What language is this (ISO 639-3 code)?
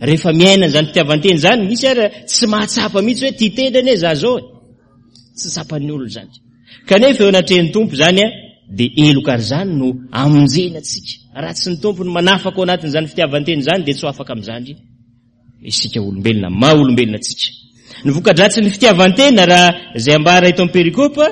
mlg